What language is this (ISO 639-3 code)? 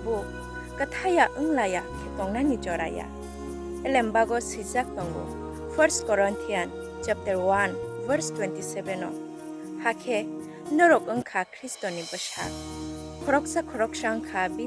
trp